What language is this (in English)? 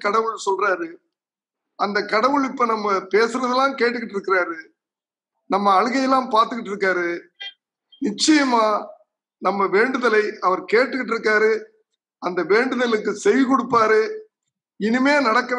Tamil